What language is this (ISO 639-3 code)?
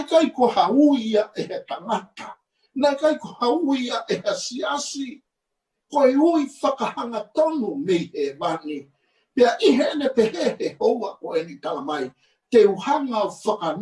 ton